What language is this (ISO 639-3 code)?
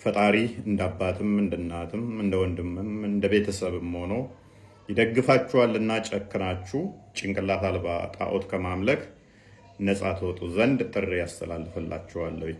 amh